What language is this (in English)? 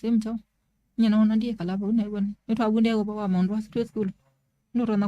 Kamba